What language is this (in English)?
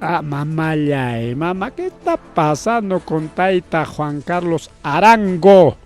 Ayacucho Quechua